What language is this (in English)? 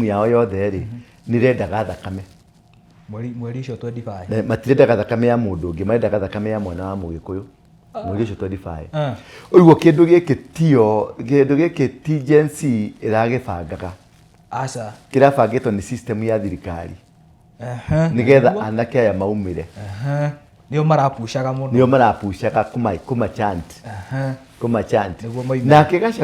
Kikuyu